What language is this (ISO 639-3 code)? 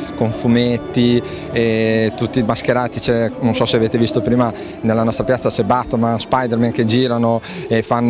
ita